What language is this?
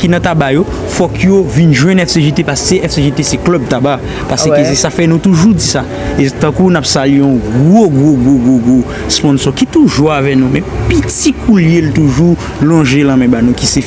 Haitian Creole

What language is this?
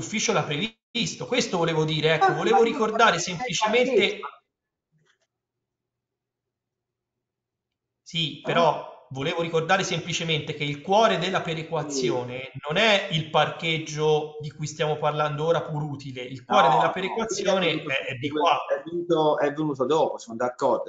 Italian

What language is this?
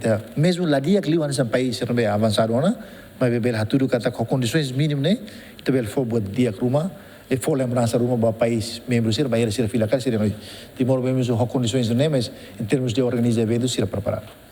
Tetum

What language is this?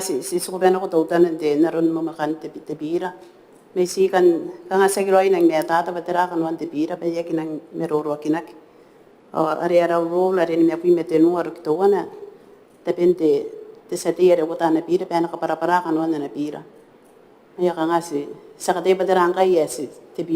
Gilbertese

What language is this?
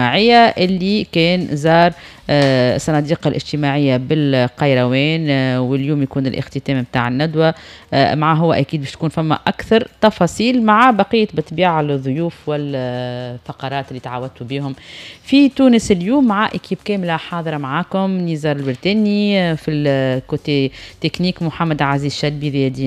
Tunisian Arabic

